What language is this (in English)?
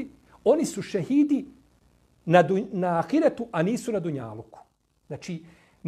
Bosnian